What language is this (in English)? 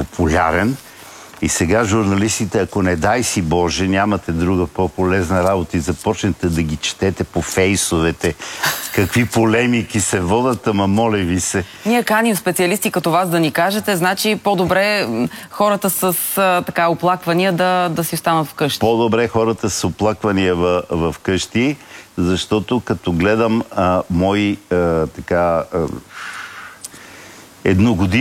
Bulgarian